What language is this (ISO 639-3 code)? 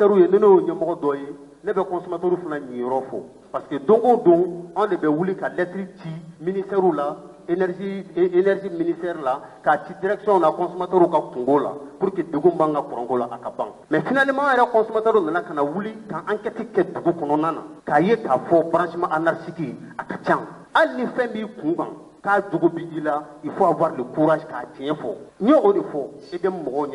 bam